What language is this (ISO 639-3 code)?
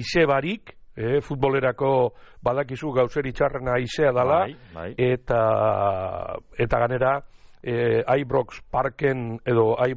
eus